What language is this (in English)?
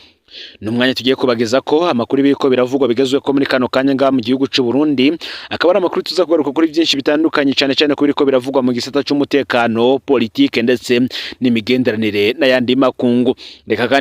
Rundi